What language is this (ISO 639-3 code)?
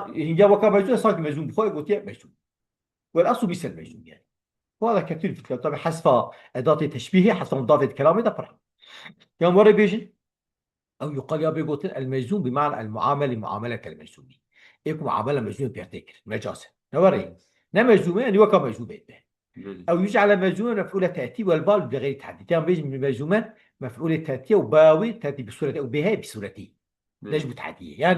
kur